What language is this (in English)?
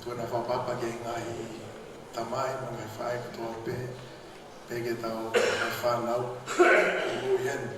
Tongan